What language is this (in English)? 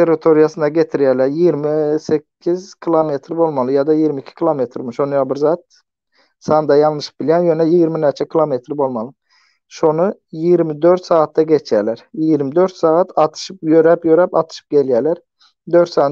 Turkmen